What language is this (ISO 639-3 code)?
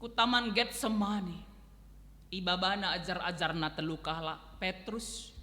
btx